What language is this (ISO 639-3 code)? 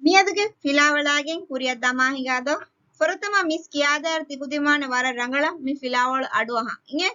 div